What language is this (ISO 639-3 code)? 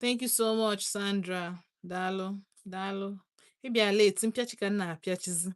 ibo